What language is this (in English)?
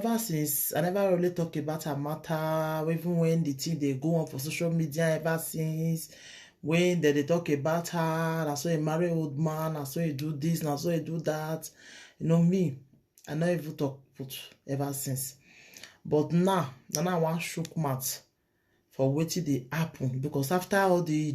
Nigerian Pidgin